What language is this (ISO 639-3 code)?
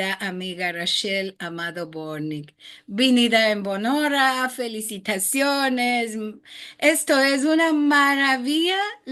lad